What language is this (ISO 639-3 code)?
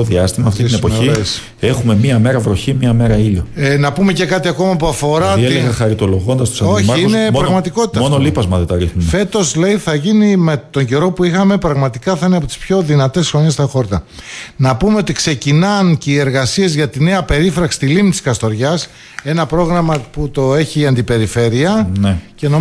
ell